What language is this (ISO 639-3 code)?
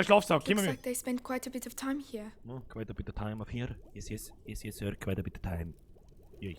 bar